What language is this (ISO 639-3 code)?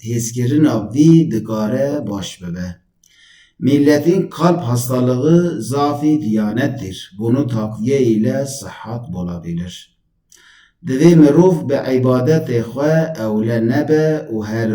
kur